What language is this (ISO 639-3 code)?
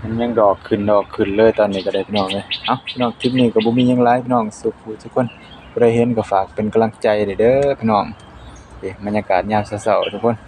lao